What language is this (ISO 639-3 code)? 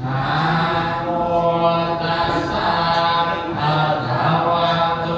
pli